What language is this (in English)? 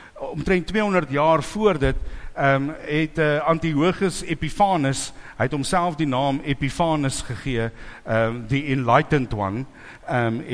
Afrikaans